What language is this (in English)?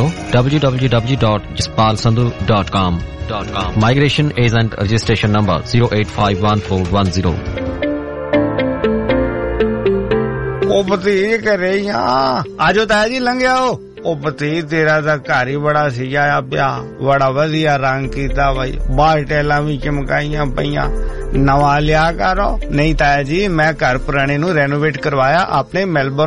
Punjabi